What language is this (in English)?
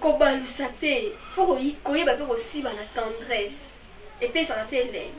Lingala